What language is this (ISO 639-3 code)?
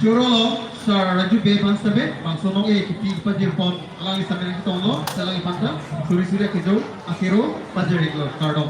mjw